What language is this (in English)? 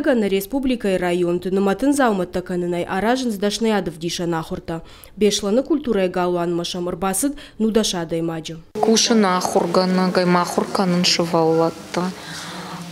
Ossetic